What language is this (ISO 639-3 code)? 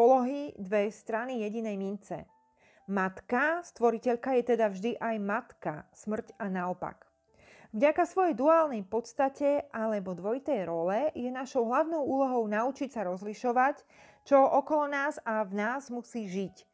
slk